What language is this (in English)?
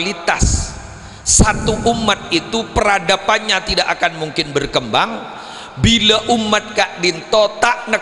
Madurese